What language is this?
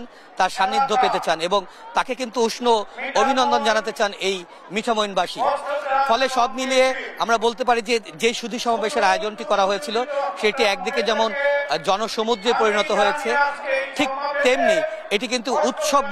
Bangla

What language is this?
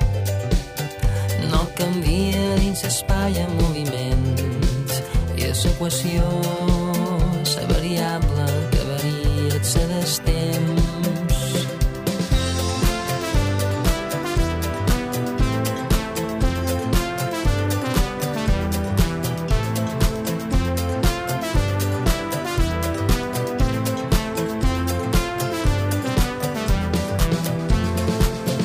Catalan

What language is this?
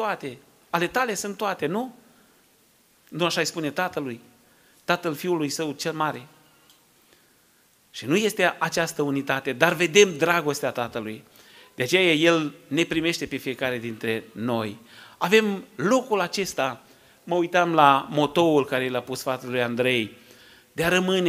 Romanian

